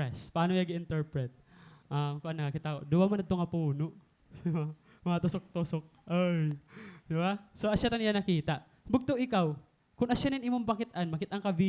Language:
Waray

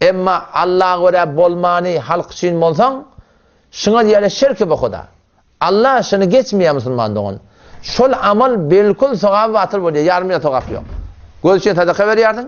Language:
Turkmen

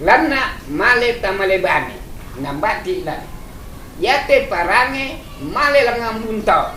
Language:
Toraja-Sa'dan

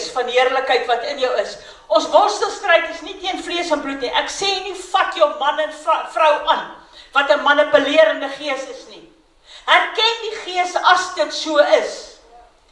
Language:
Afrikaans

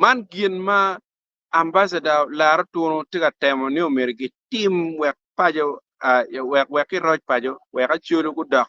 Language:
Acoli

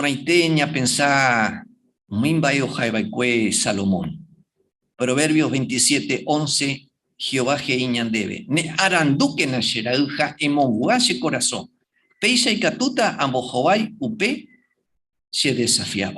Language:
Guarani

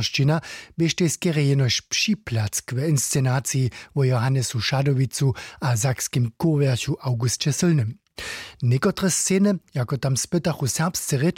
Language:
Upper Sorbian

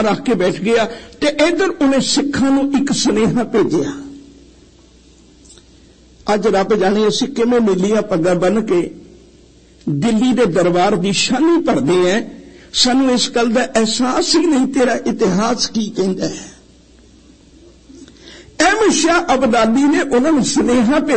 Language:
Punjabi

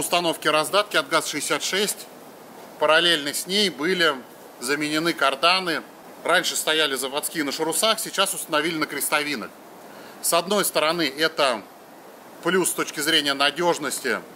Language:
Russian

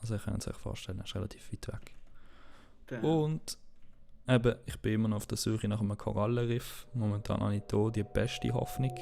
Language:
Swiss German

